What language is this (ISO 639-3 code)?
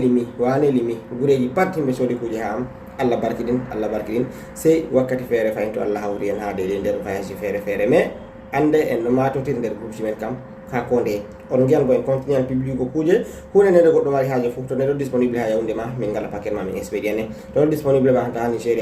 ful